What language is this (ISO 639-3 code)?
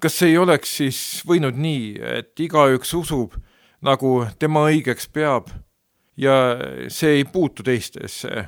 est